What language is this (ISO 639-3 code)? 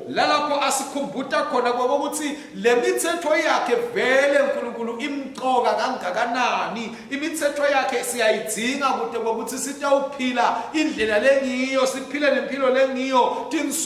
ssw